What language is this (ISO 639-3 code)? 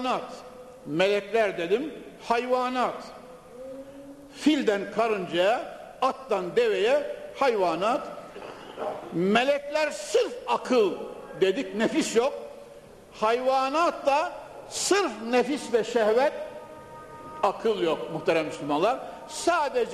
tur